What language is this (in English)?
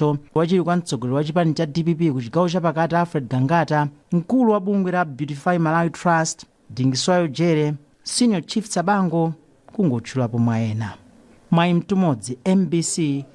Nyanja